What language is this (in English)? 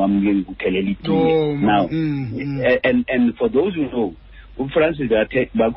Xhosa